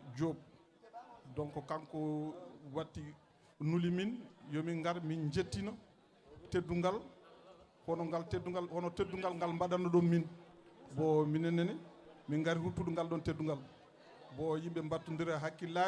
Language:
Fula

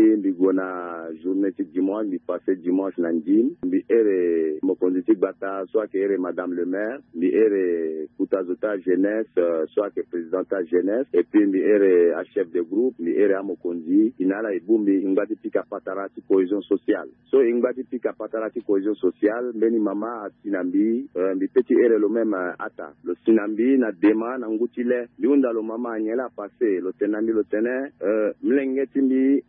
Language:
Sango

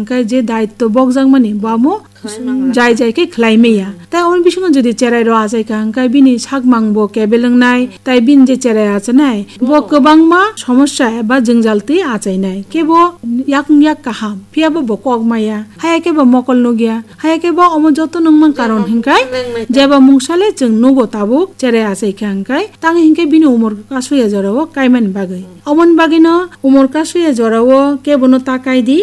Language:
Kok Borok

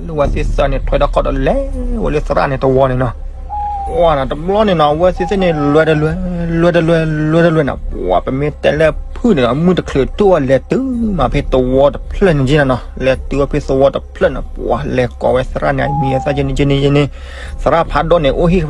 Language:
S'gaw Karen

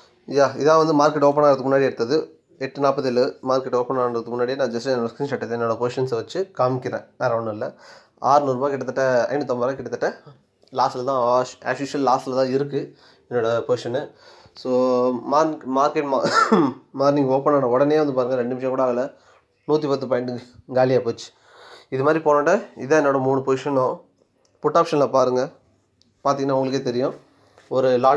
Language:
Tamil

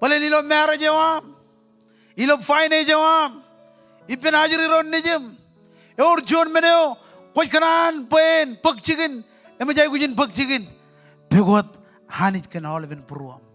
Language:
Marshallese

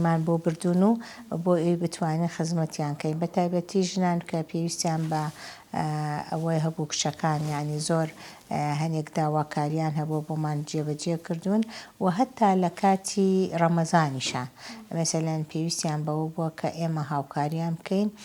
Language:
Central Kurdish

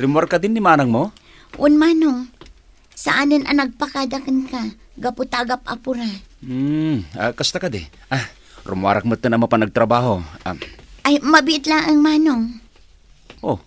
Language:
Iloko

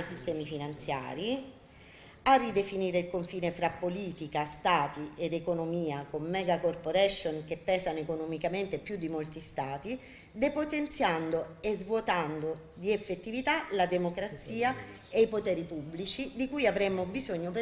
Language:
Italian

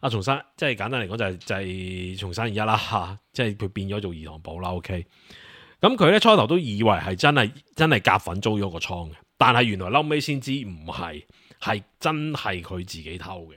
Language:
Cantonese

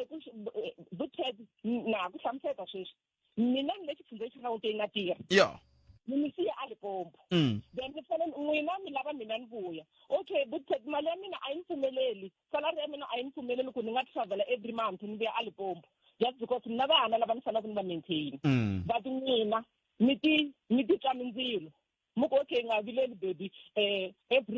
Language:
Tsonga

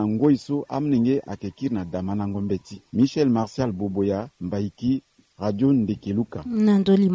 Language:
Sango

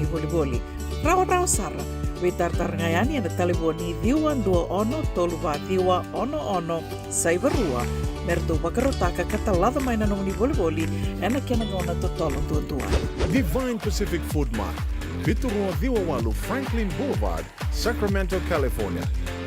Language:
Fijian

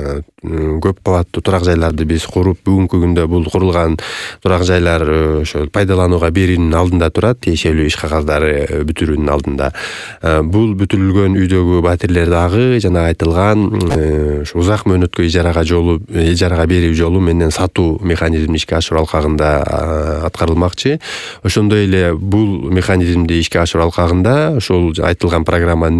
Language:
Kyrgyz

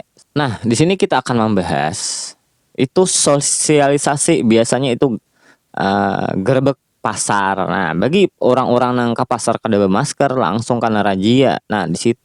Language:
Banjar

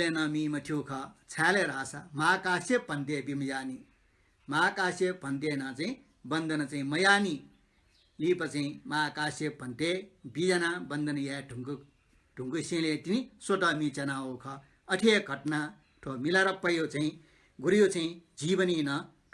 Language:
Newari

